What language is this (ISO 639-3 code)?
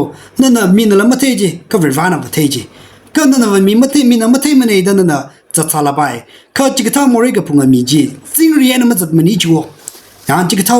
nmf